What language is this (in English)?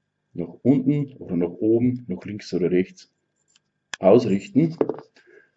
Bavarian